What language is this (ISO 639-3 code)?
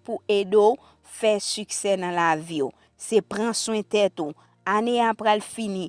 hat